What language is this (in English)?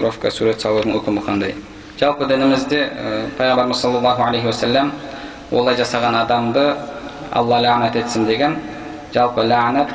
Kazakh